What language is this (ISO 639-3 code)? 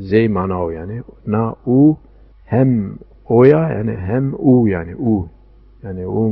zza